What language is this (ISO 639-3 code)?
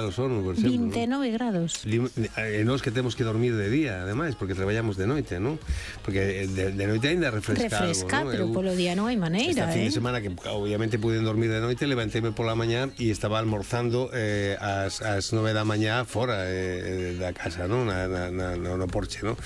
glg